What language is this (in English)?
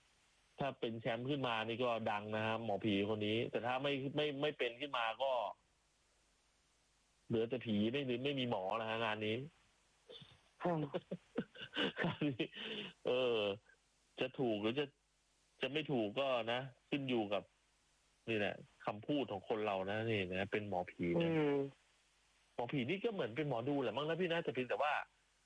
Thai